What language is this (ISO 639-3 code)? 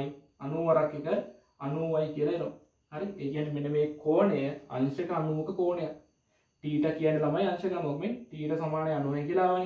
sin